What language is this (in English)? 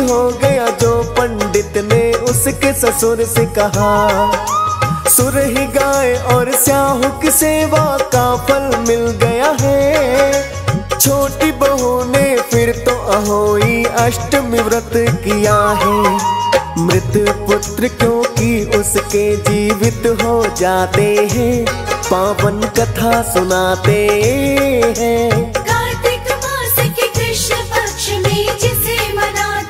Hindi